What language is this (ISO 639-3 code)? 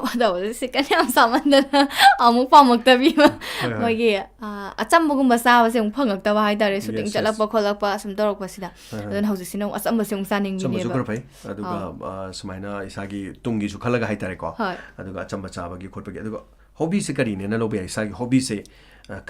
mni